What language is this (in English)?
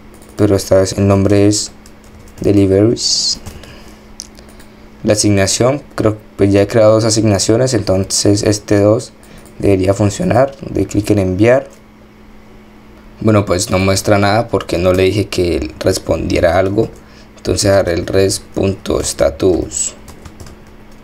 Spanish